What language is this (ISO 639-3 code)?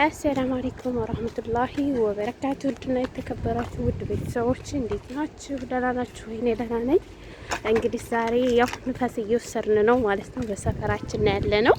amh